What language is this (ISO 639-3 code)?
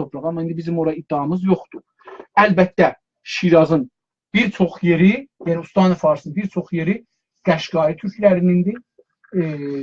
azb